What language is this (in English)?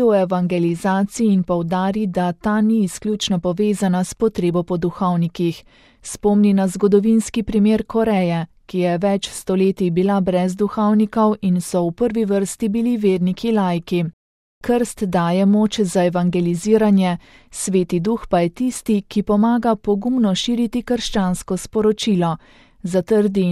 Slovenian